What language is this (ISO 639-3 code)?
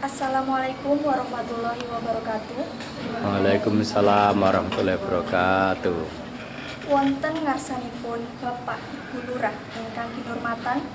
jav